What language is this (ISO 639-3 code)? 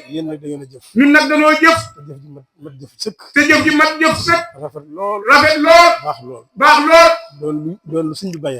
wol